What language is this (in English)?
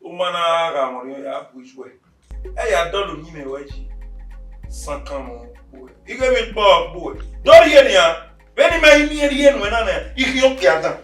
Bini